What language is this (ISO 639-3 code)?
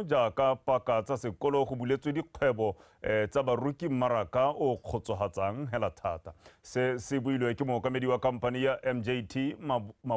tsn